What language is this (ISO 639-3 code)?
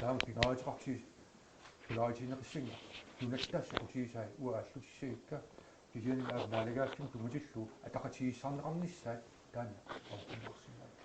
kal